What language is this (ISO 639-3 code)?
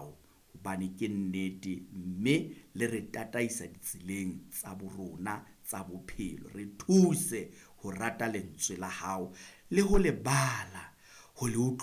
sot